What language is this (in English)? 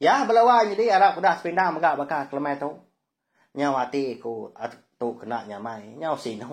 Iban